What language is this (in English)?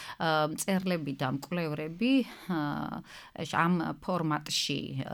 Georgian